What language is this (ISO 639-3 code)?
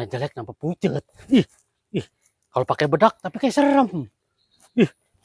bew